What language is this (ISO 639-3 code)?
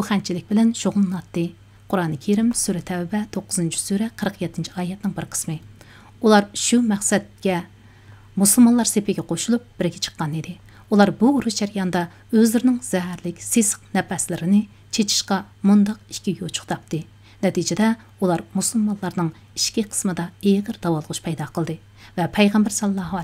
uig